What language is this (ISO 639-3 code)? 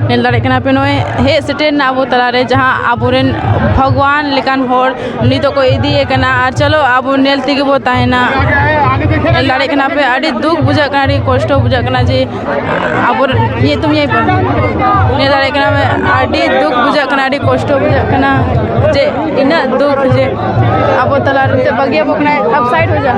sat